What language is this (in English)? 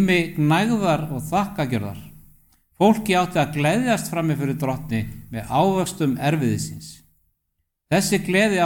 Icelandic